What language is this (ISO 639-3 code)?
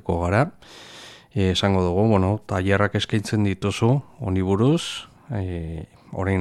eus